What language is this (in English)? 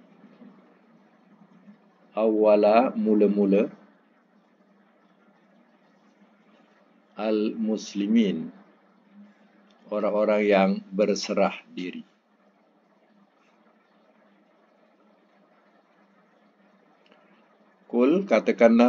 Malay